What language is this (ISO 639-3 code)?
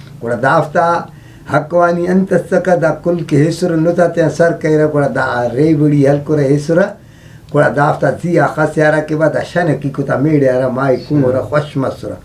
brh